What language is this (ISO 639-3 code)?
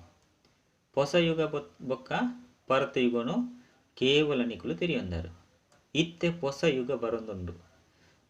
tcy